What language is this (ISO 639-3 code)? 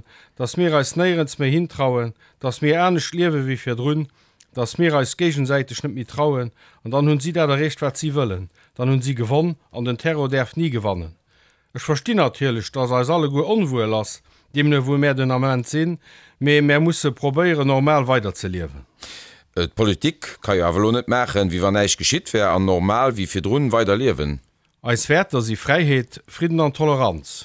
ltz